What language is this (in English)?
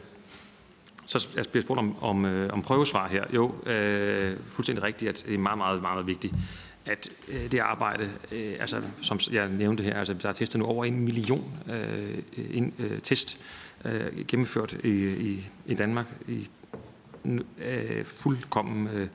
Danish